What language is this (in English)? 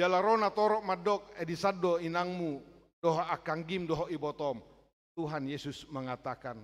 Batak Toba